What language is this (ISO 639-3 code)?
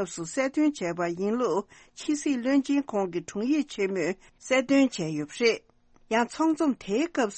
bod